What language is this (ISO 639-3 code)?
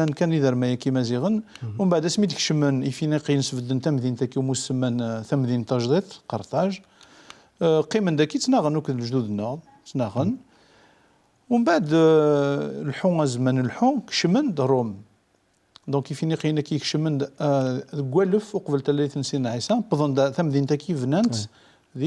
kab